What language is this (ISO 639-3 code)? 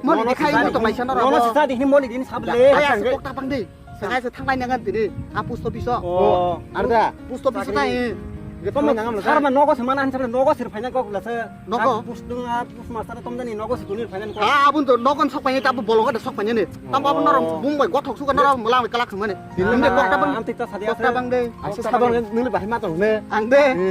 trp